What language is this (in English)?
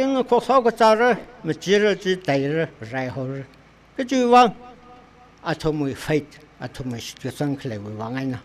Tangkhul Naga (India)